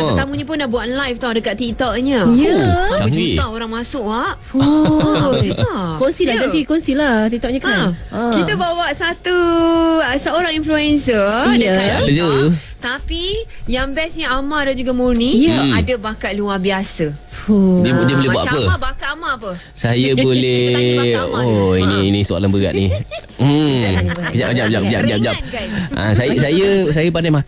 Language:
Malay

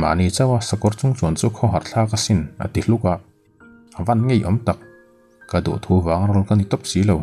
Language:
Mizo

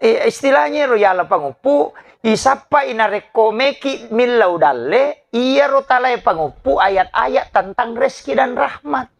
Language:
Buginese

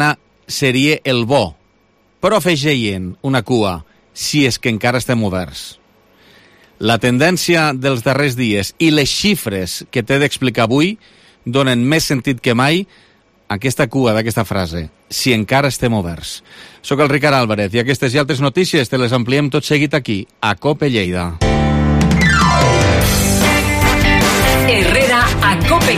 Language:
Catalan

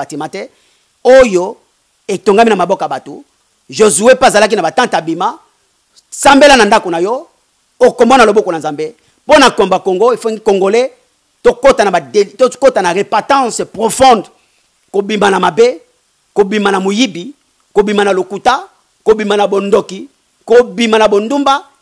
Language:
Lingala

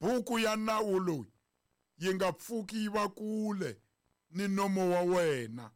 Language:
Tsonga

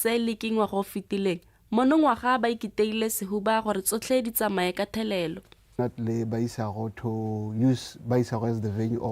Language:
Tswana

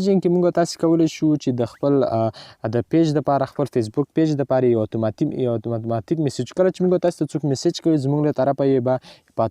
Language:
Pashto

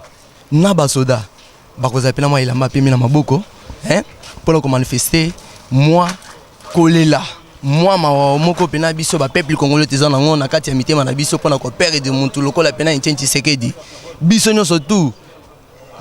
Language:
Lingala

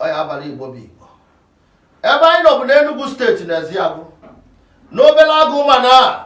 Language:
Igbo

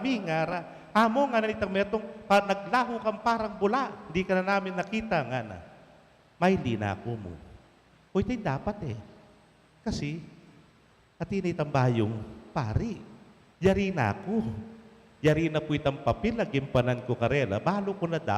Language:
Pampanga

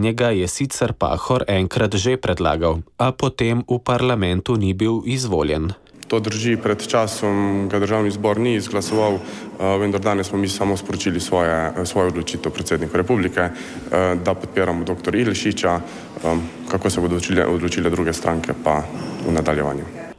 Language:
Slovenian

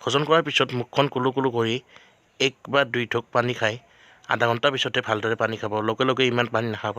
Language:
Assamese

